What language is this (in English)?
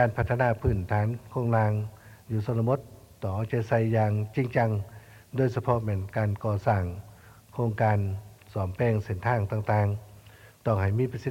Lao